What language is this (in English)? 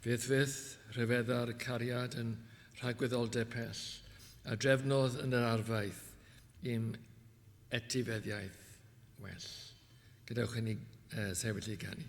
Welsh